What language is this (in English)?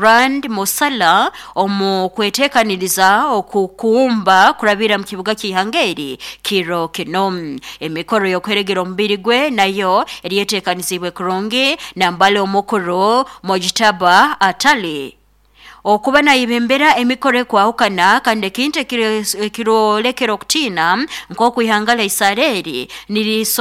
Nyoro